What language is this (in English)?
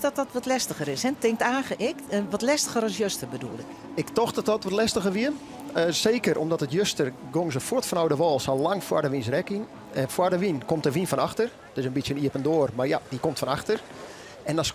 Western Frisian